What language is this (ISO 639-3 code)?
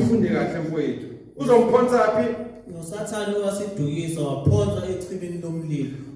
zul